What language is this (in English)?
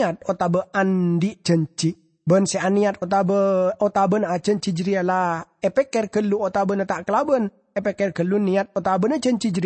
Madurese